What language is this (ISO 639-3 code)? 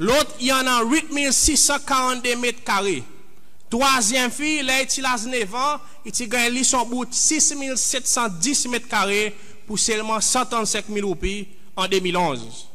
crs